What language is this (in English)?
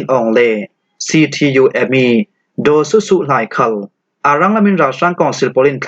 Falam Chin